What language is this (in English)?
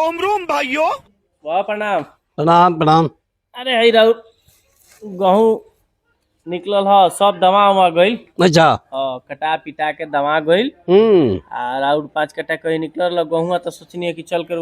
Bhojpuri